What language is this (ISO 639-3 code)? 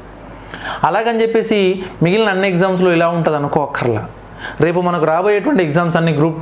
tel